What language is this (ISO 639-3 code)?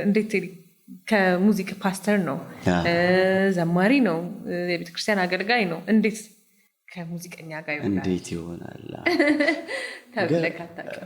amh